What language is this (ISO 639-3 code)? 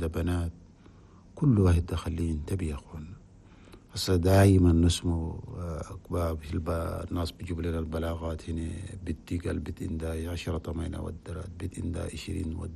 shu